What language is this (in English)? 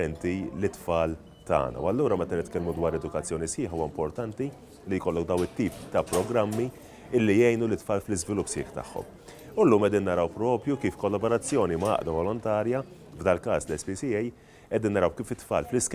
Maltese